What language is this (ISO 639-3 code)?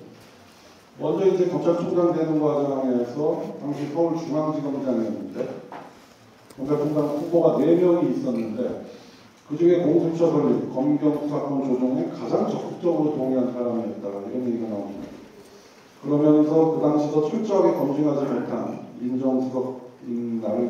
kor